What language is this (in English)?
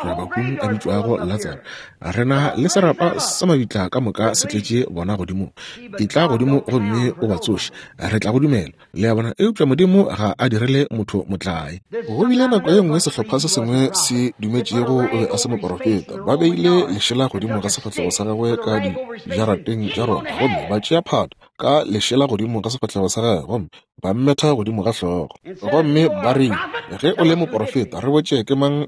Northern Sotho